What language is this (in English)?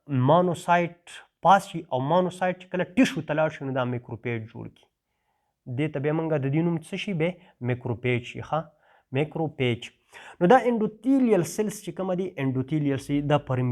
Pashto